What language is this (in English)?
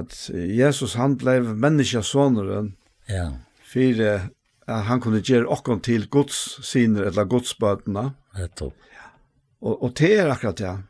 Faroese